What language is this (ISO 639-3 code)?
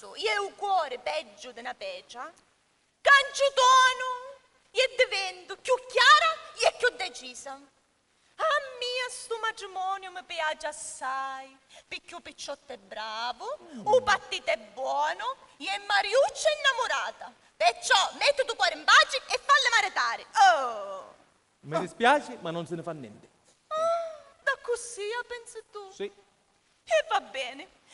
scn